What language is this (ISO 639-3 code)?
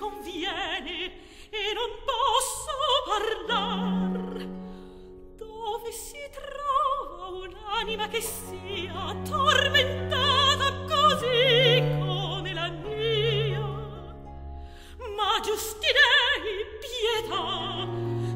ita